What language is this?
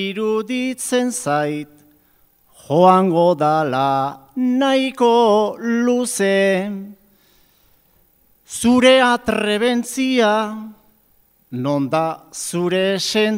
Basque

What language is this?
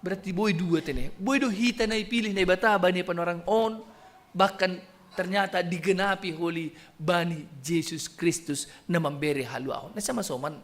Batak Simalungun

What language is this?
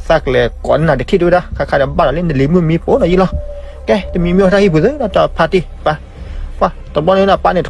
S'gaw Karen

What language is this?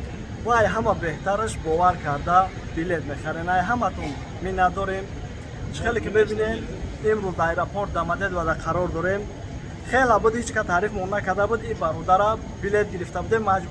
Tajik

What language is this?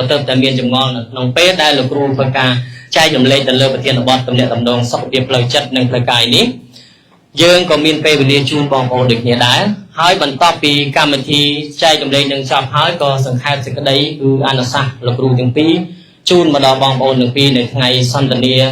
Khmer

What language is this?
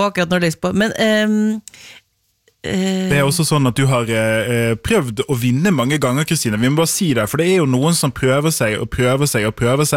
Norwegian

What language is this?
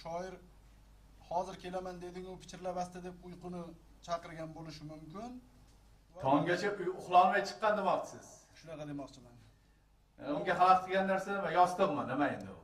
Uzbek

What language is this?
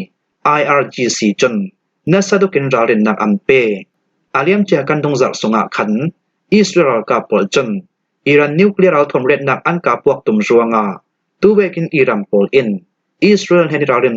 Falam Chin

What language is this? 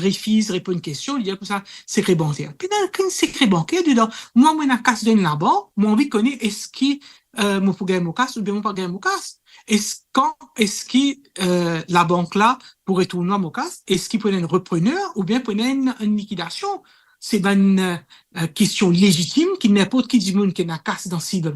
Morisyen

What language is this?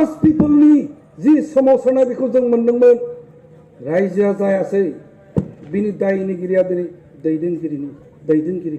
Bodo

